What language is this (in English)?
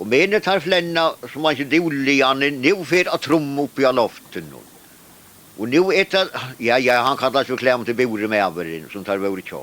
Faroese